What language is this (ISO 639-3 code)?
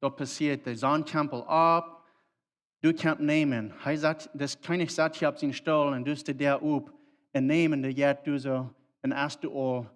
pdt